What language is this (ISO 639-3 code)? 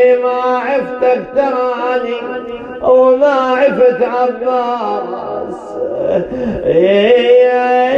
ara